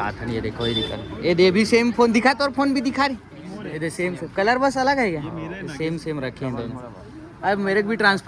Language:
Chhattisgarhi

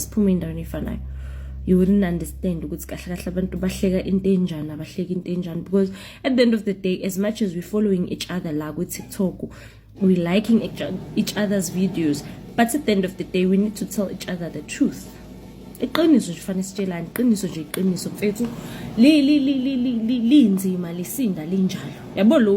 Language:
Zulu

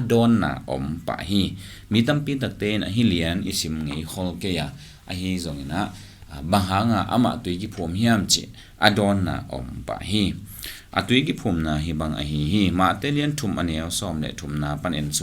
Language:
Tedim Chin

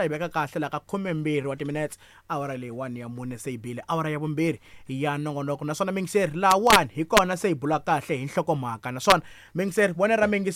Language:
Tsonga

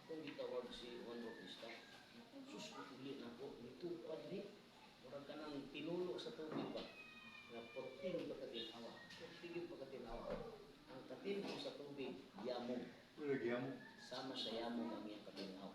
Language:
Cebuano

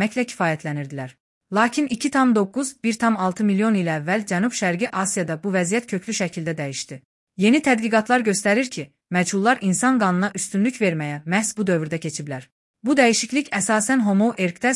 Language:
Azerbaijani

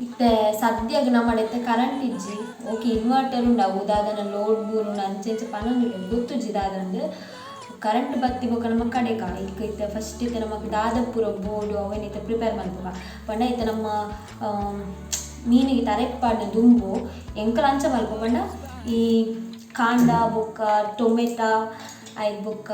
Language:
Tulu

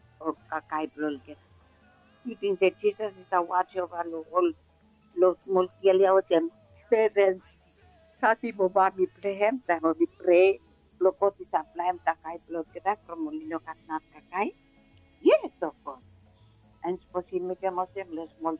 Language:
Bislama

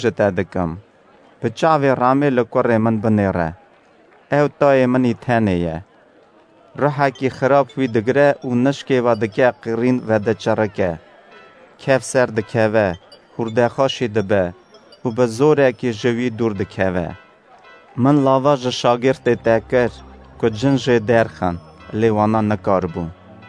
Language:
Kurdish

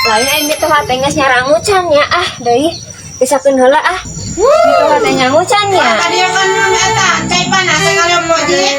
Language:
Sundanese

